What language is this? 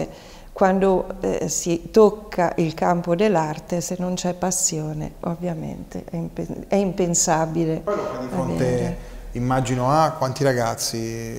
Italian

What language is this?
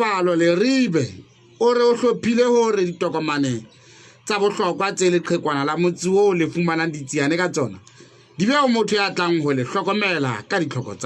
Southern Sotho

